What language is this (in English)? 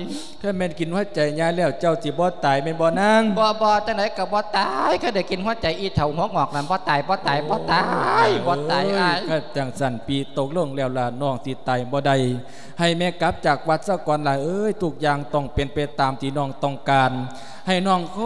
Lao